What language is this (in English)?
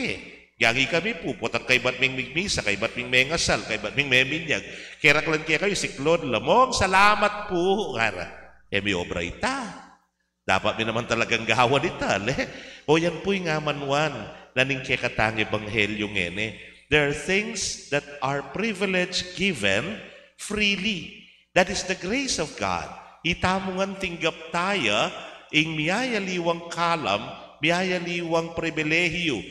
Pampanga